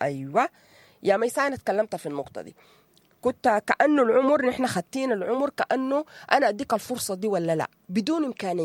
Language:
Sudanese Arabic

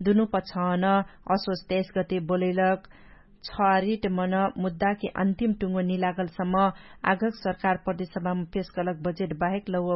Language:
Dangaura Tharu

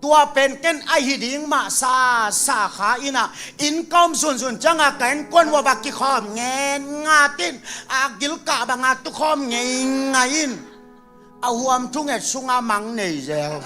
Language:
Tedim Chin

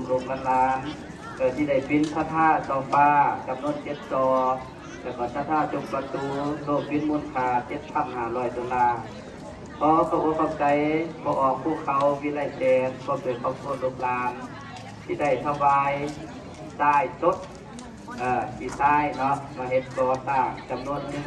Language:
Lao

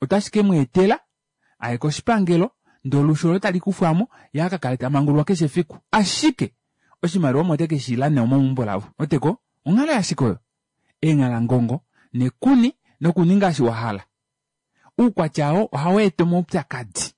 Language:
Kuanyama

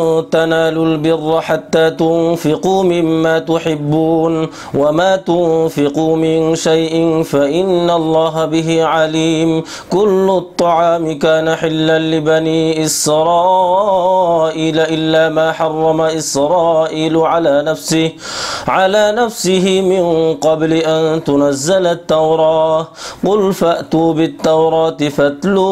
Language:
Arabic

